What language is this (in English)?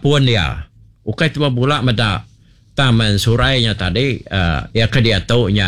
Iban